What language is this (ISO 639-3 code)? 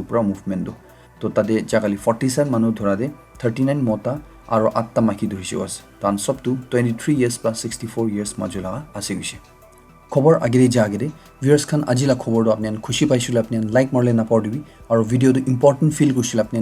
nag